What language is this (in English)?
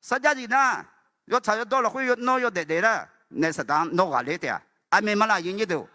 Akha